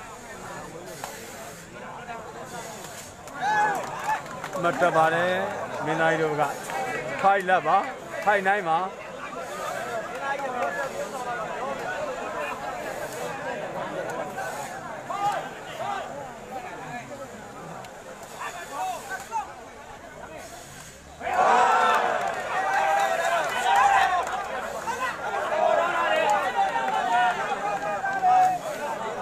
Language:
Burmese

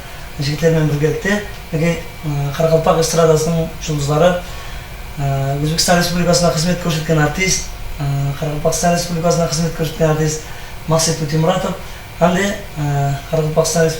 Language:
Kara-Kalpak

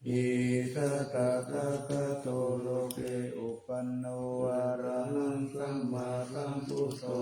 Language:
Pali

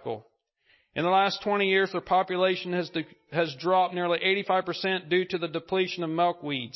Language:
English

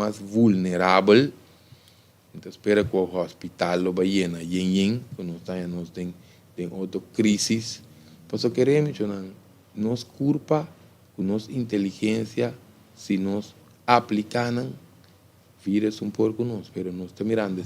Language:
Papiamento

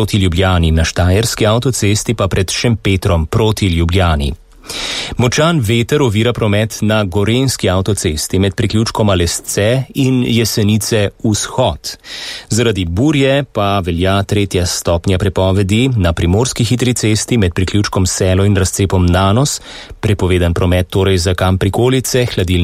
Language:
Slovenian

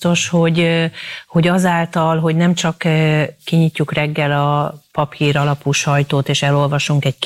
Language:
Hungarian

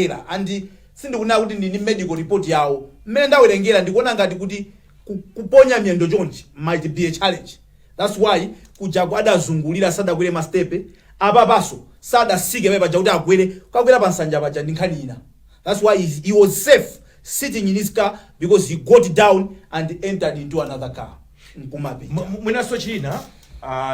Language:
Nyanja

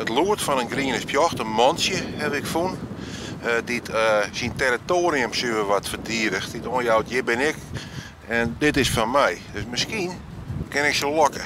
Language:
Western Frisian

